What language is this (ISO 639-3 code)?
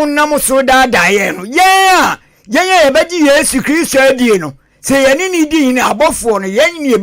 aka